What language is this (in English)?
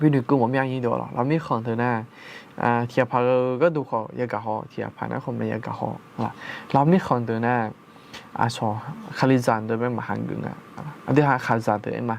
Akha